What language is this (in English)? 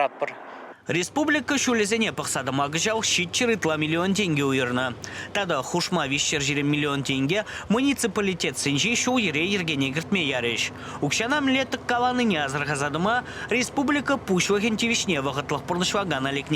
Chuvash